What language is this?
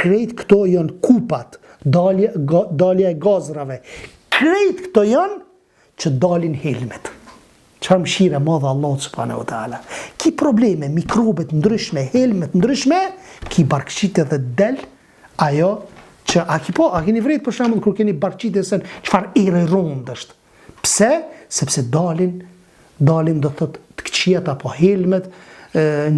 Albanian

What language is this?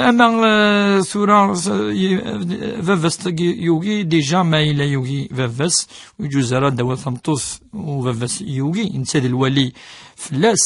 Kabyle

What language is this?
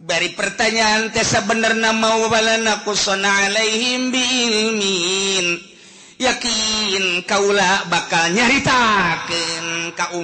Sundanese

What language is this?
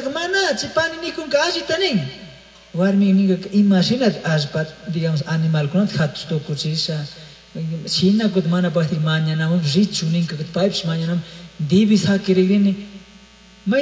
Chimborazo Highland Quichua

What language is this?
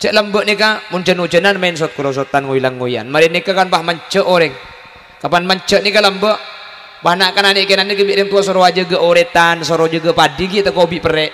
Madurese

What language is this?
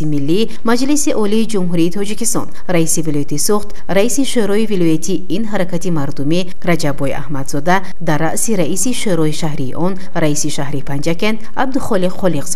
Tajik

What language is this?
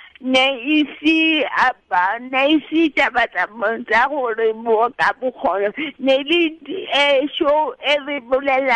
Tswana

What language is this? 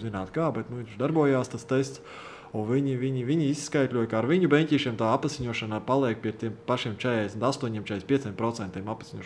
Latvian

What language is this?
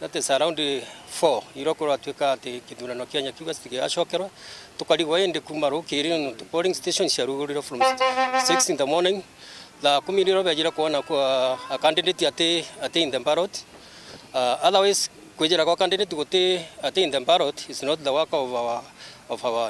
Meru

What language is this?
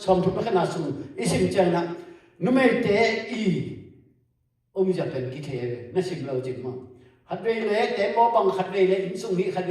Tedim Chin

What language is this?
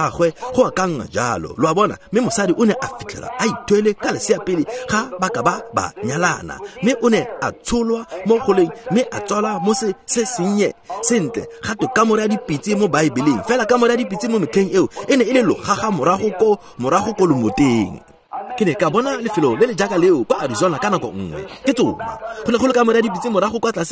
Tswana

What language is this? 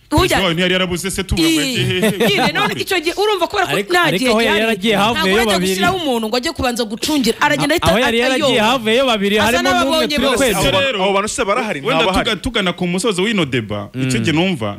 Kinyarwanda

